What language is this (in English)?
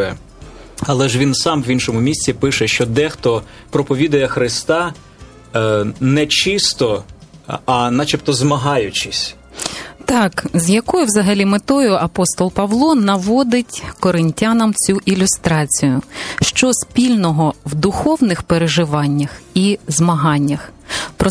Ukrainian